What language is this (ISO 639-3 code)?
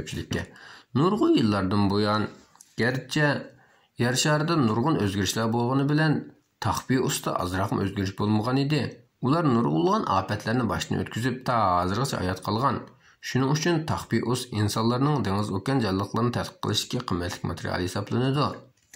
uig